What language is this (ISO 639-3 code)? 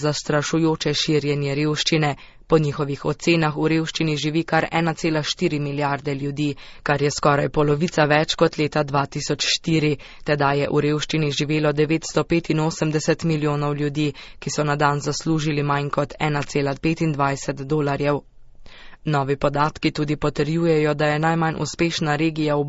slv